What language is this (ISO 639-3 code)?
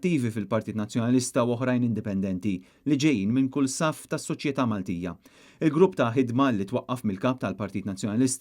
mlt